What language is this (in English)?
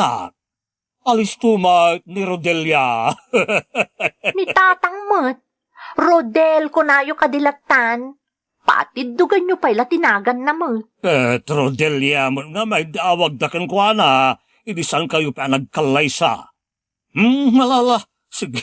Iloko